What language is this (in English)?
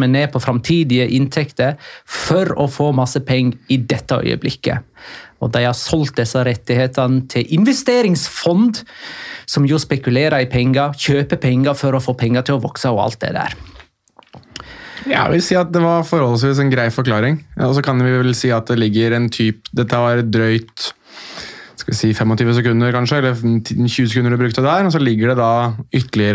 Norwegian